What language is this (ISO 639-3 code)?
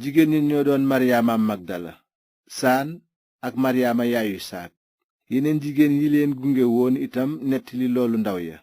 wol